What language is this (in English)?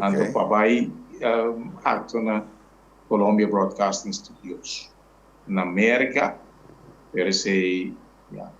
Papiamento